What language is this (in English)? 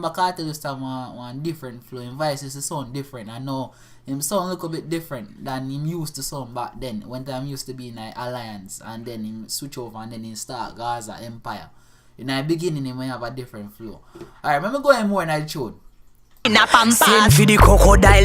Jamaican Creole English